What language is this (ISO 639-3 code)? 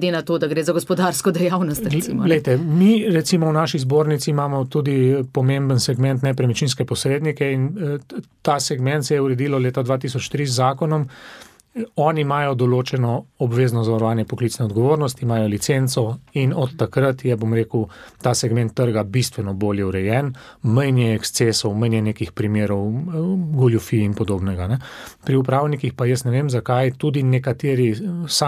slv